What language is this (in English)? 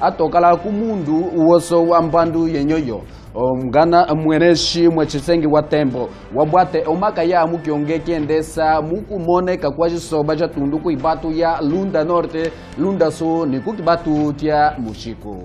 Kimbundu